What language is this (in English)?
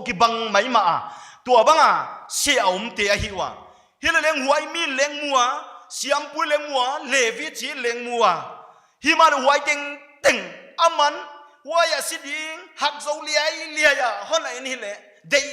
Paite Chin